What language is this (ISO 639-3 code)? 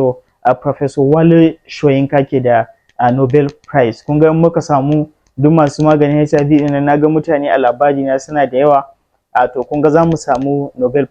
hau